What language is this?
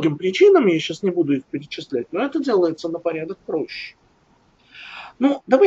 Russian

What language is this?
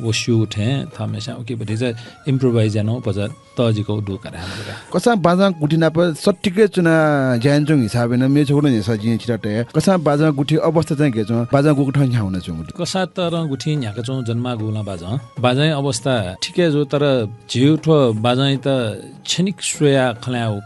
Newari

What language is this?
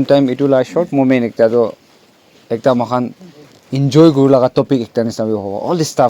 Naga Pidgin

